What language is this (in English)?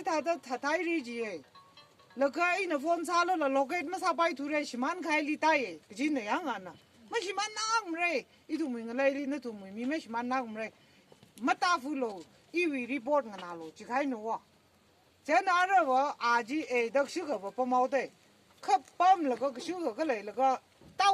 Tangkhul Naga (India)